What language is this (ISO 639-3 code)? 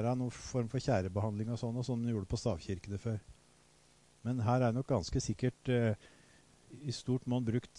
nor